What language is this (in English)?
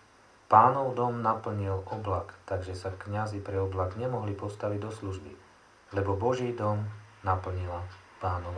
Slovak